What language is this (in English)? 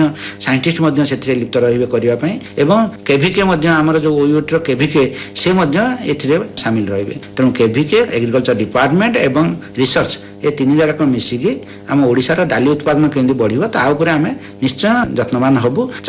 Odia